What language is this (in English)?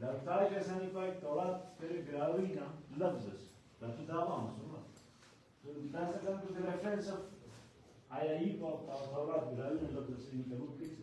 Brahui